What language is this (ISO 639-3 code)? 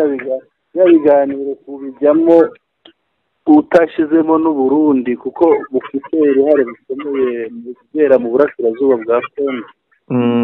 kin